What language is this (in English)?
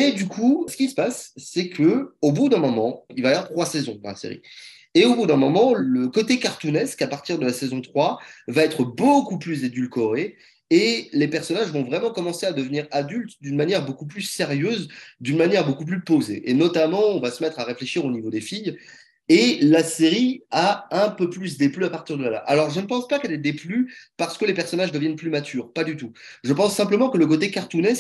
French